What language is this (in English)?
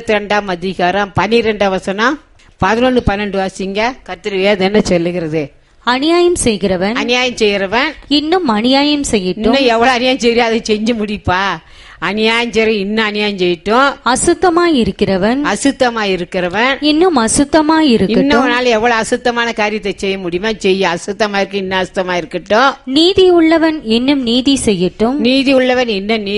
Tamil